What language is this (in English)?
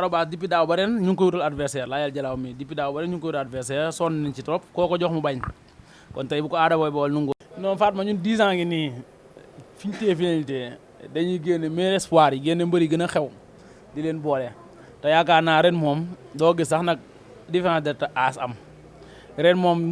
Wolof